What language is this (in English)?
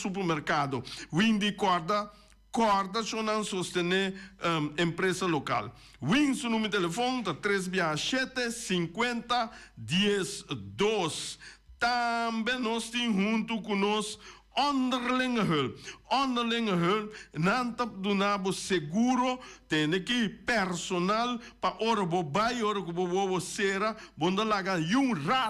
Papiamento